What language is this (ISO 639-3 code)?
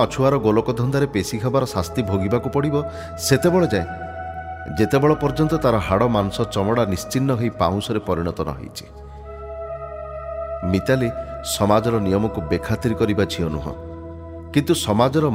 ori